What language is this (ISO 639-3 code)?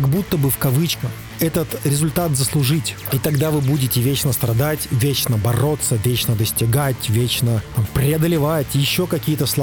rus